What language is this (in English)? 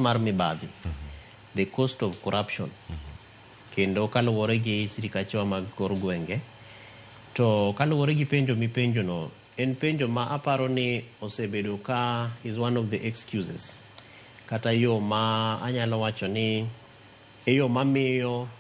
Luo (Kenya and Tanzania)